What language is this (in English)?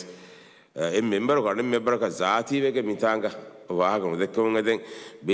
Divehi